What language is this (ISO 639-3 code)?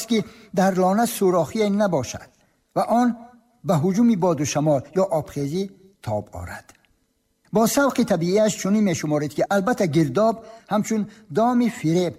tgk